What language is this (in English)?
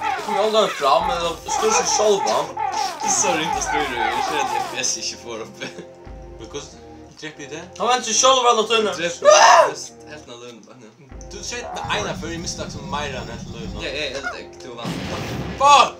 Faroese